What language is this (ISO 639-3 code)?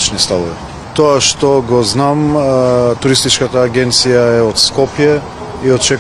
mkd